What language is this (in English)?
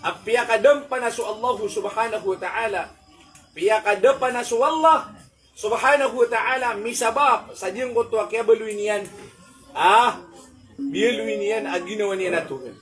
Maranao